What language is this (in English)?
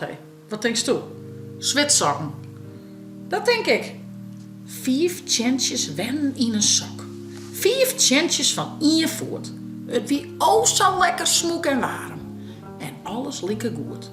Western Frisian